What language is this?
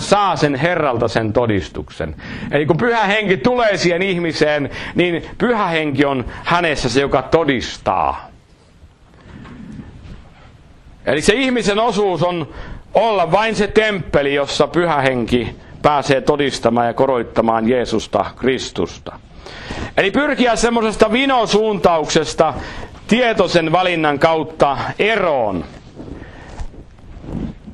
Finnish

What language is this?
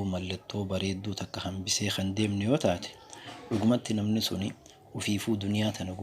Oromo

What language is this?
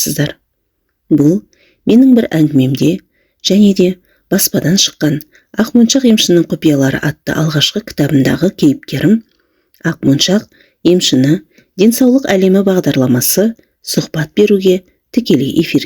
Kazakh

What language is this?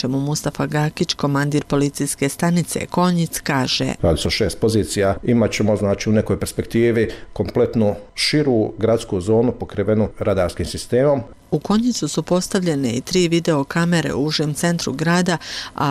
Bosnian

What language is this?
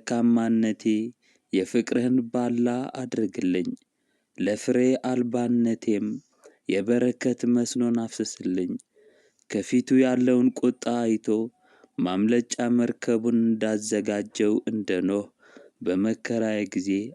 Amharic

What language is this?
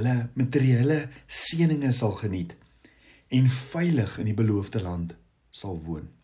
Afrikaans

